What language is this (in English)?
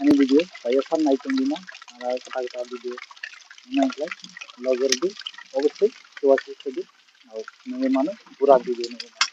Kok Borok